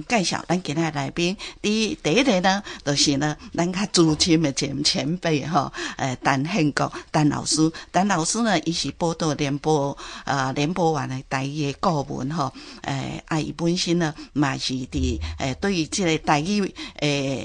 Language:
Min Nan Chinese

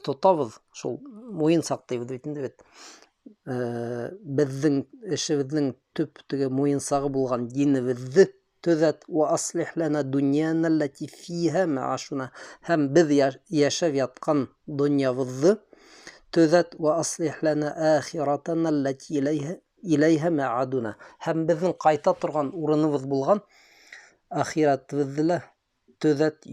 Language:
Bashkir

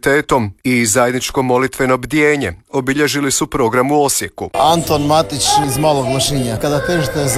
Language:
Croatian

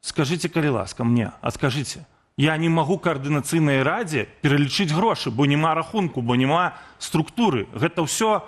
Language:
Belarusian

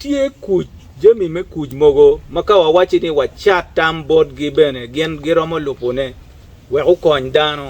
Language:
Acoli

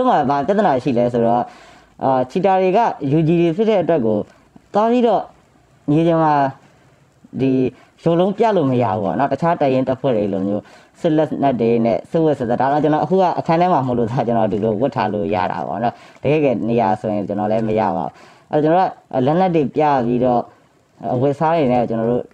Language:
Burmese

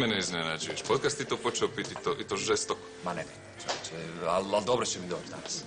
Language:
Croatian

